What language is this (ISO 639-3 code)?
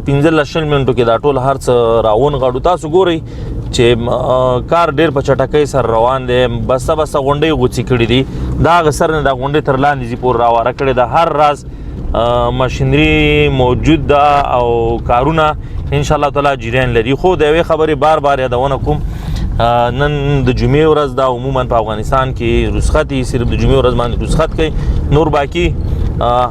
pus